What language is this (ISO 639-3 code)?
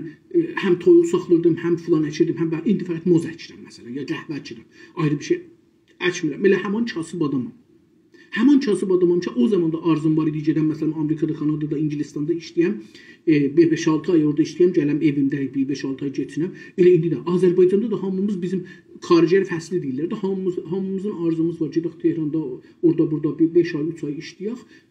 azb